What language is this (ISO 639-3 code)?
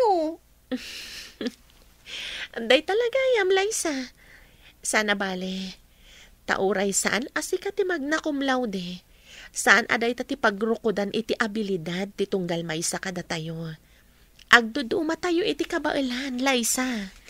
ilo